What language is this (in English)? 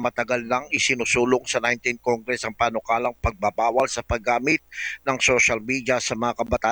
Filipino